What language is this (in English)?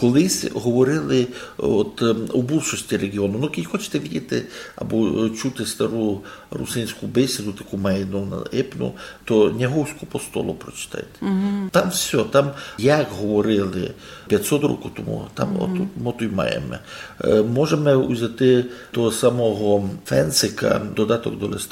Rusyn